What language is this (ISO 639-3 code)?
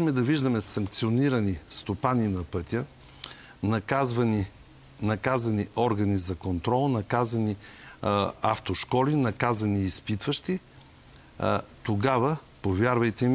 bul